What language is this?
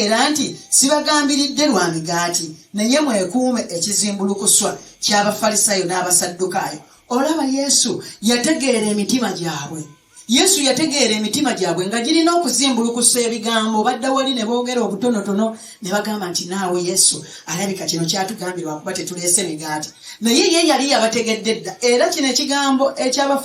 Ganda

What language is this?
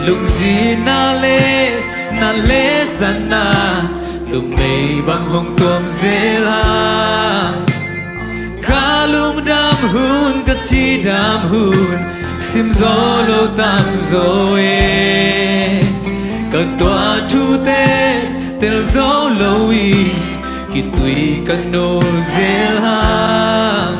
Tedim Chin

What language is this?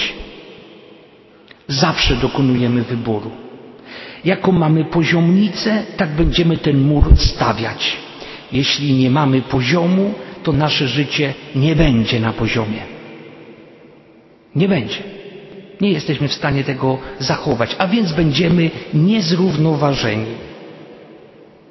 Polish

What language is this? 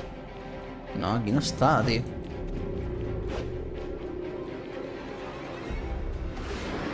Spanish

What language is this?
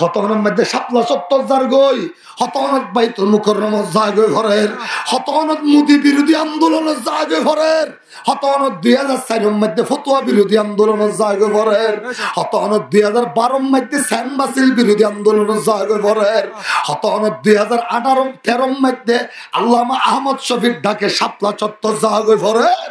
Rohingya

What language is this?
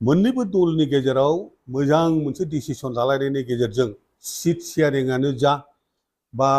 Bodo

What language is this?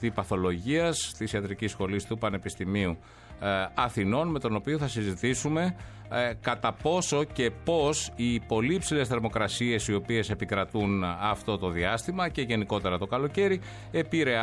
Greek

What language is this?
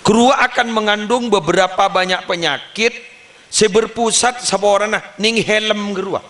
Madurese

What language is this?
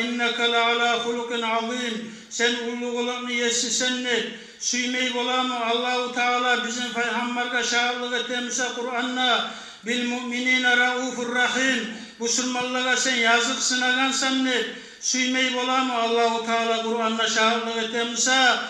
Kumyk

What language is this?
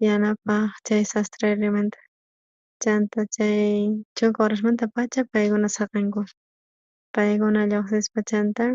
South Bolivian Quechua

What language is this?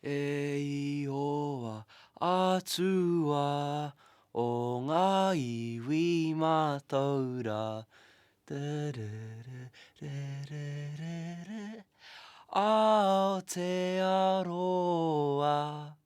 Māori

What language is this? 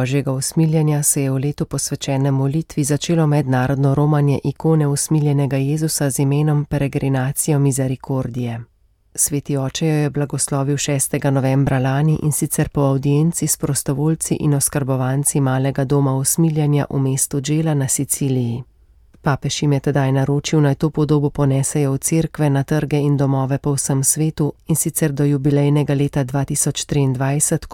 Slovenian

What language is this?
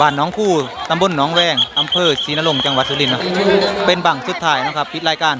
Northeastern Thai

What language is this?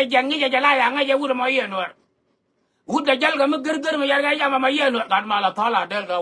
Nuer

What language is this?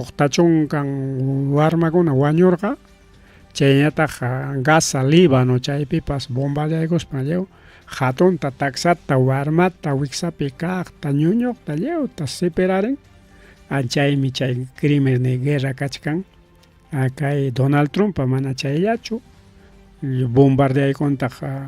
Ayacucho Quechua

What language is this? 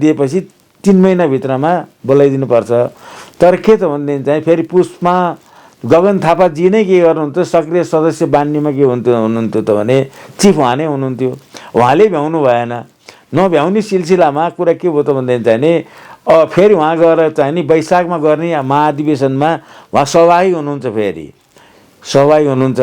Nepali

